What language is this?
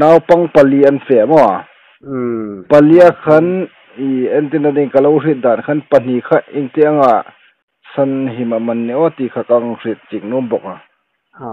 Hmar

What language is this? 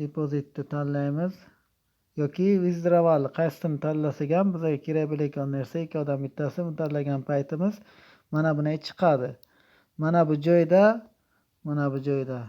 Uzbek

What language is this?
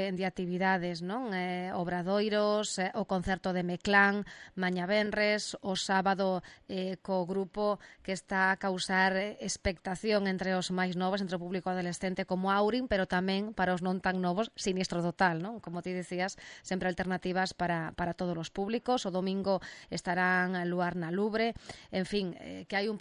Galician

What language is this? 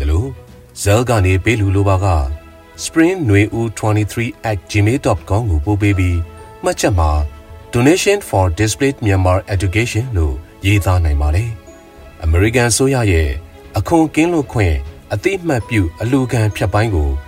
Burmese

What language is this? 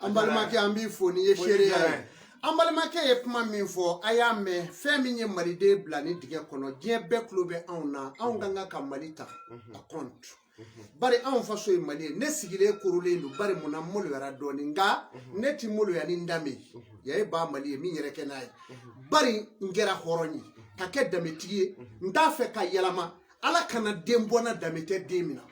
Bambara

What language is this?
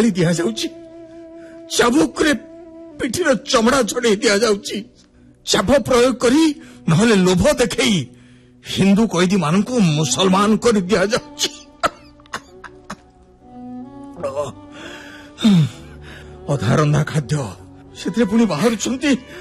Odia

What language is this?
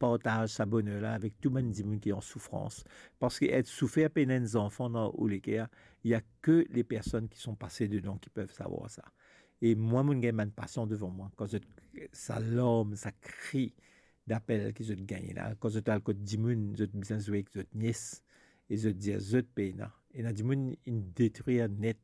Morisyen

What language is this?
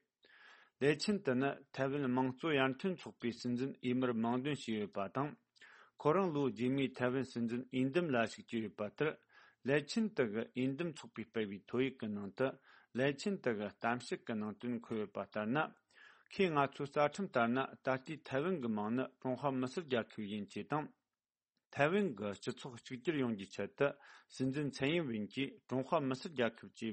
Tibetan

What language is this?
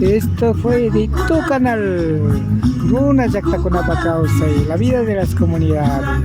Imbabura Highland Quichua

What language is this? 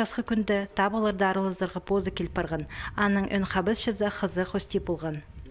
Khakas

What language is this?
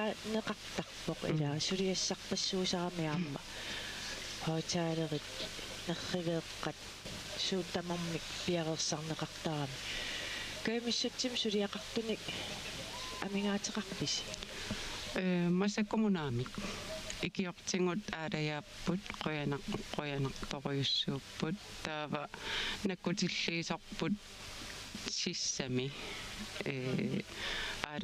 Kalaallisut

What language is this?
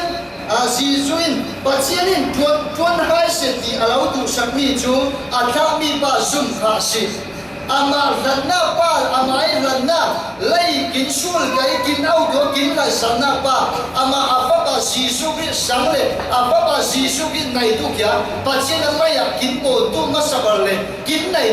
Falam Chin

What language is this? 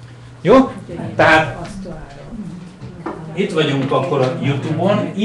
Hungarian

